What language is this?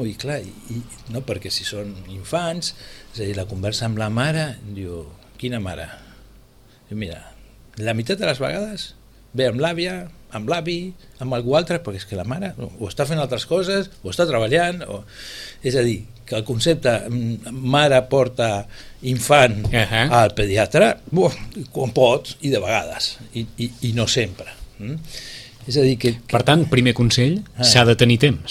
Catalan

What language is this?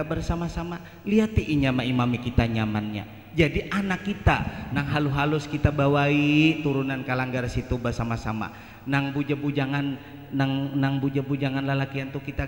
Banjar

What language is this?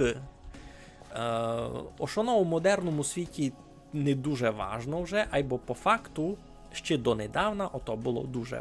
Rusyn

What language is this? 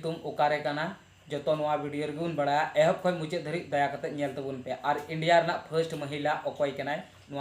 Santali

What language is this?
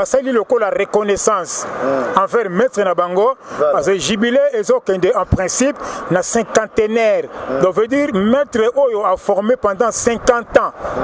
Lingala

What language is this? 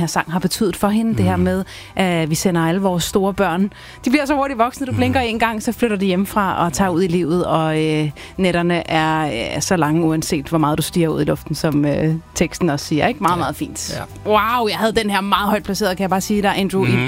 Danish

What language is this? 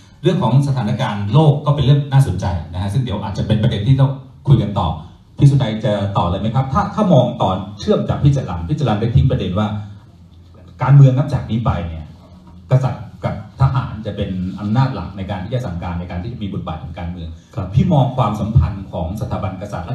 Thai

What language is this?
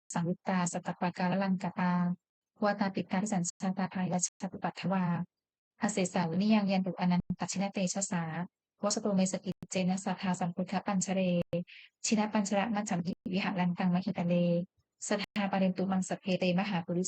Pali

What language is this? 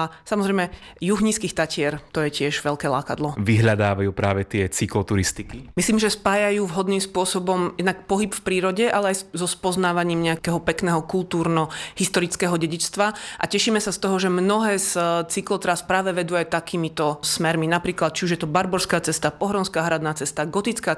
Slovak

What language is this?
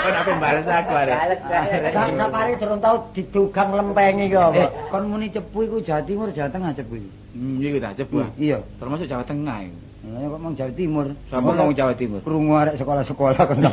Javanese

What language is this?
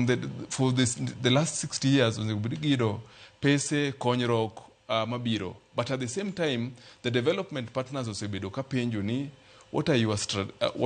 Luo (Kenya and Tanzania)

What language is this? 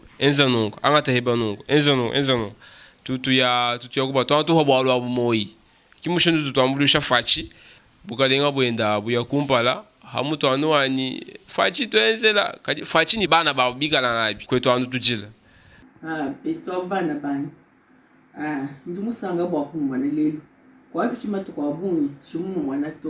Luba-Lulua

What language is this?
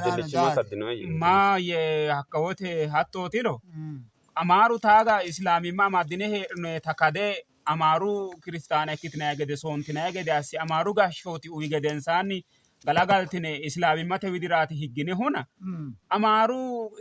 Sidamo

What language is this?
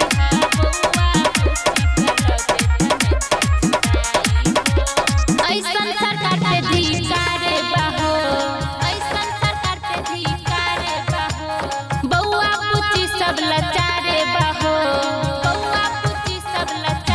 Bhojpuri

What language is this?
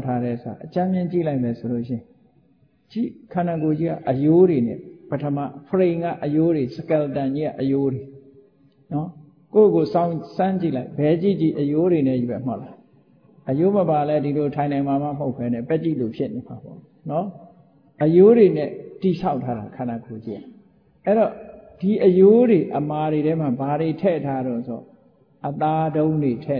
Burmese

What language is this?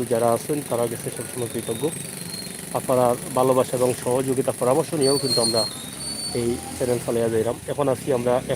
Sylheti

